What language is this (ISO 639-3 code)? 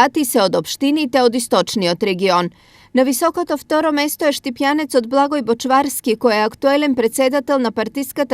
mkd